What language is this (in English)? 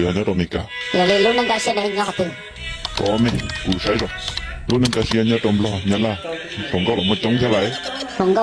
Hmong